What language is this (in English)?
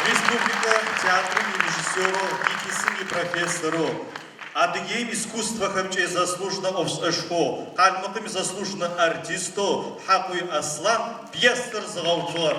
Adyghe